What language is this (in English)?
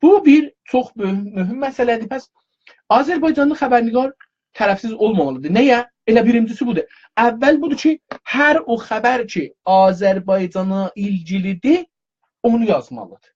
South Azerbaijani